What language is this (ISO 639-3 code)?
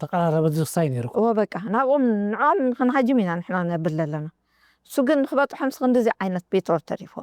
tir